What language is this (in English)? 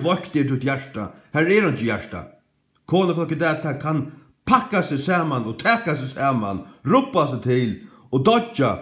Faroese